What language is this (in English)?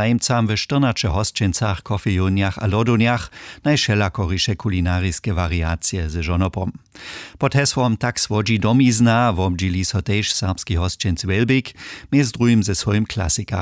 Upper Sorbian